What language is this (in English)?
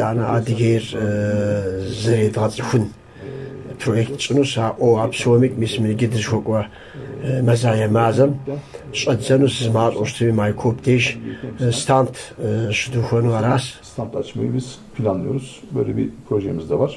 Kabardian